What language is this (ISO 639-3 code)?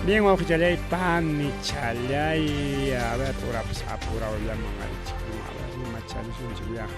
quy